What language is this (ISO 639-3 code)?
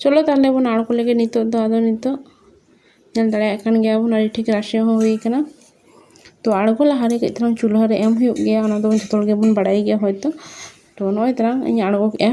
sat